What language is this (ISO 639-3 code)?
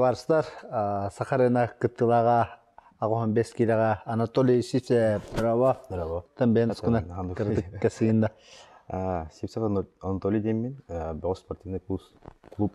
sah